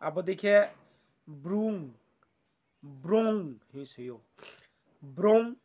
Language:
Riang (India)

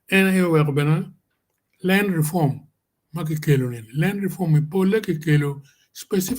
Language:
Acoli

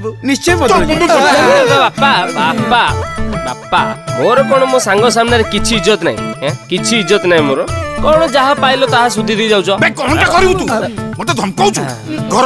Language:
Odia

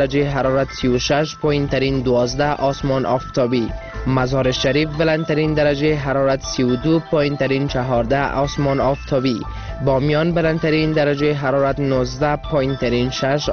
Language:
Persian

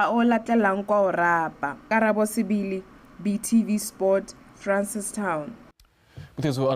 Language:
Tswana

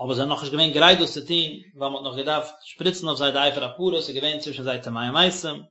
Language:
Yiddish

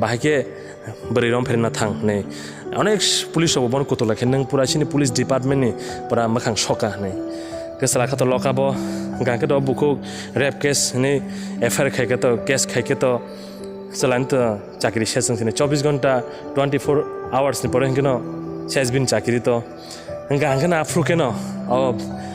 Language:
Kok Borok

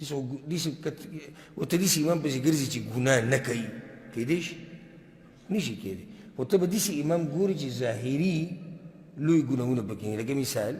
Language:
Pashto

